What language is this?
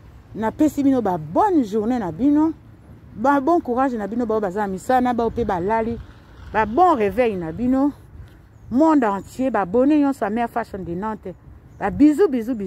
Lingala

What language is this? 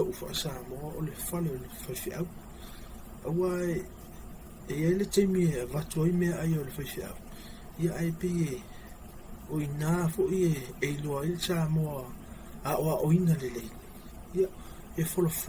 Samoan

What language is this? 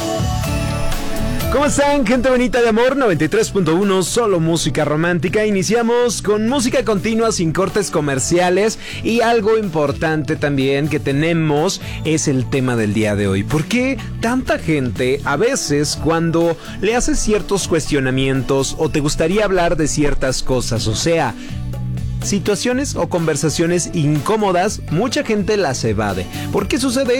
Spanish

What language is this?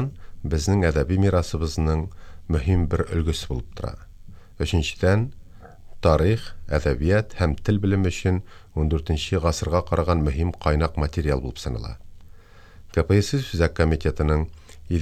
Tatar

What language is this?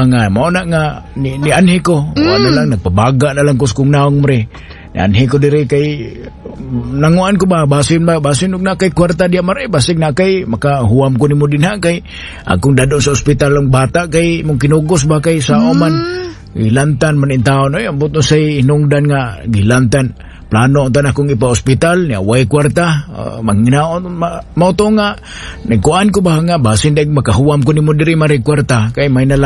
Cebuano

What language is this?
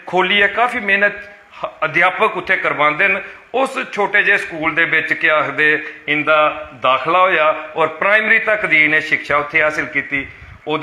Dogri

